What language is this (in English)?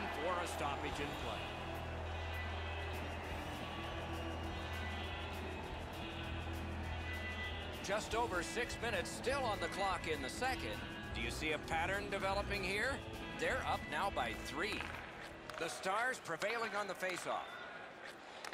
English